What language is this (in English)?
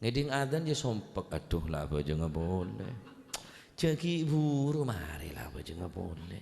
Madurese